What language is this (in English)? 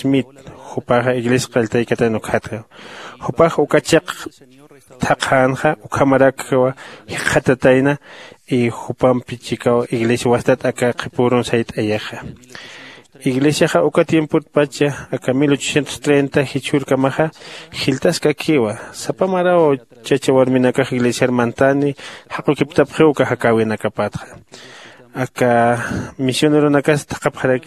Aymara